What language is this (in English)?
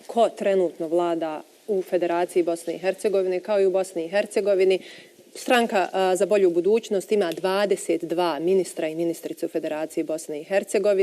Bosnian